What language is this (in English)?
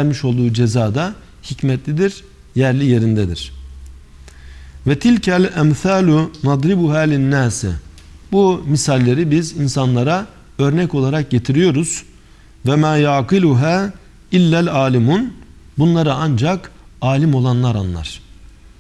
Turkish